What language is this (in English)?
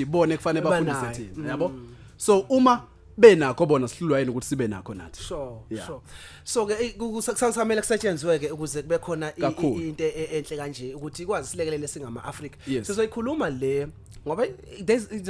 Zulu